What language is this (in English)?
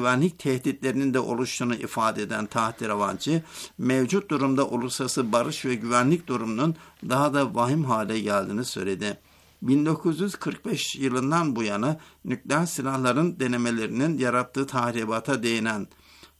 Turkish